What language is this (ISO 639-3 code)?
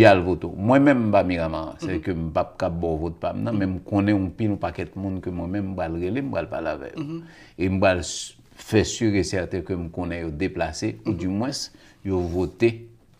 hat